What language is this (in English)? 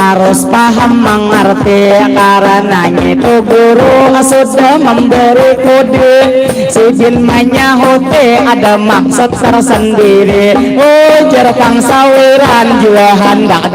Banjar